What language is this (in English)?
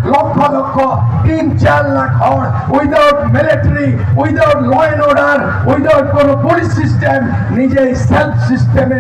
Santali